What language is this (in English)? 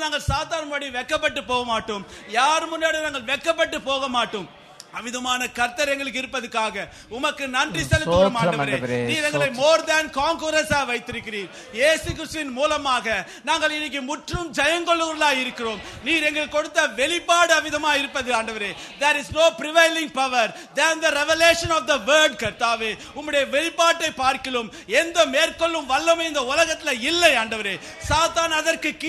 Tamil